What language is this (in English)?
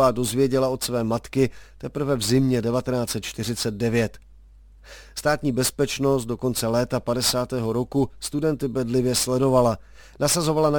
Czech